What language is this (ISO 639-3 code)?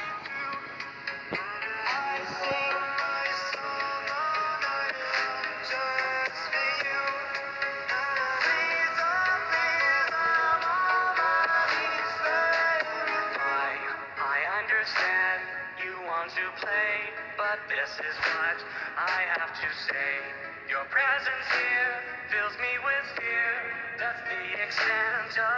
eng